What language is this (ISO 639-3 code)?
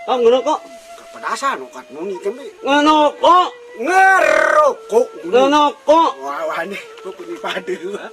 sas